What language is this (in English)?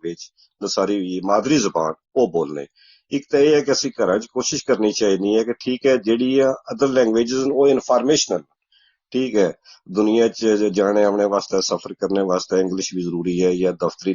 Gujari